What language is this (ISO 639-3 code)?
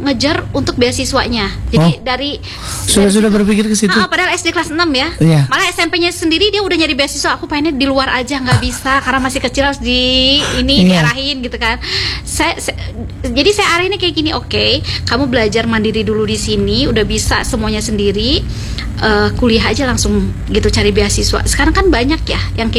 ind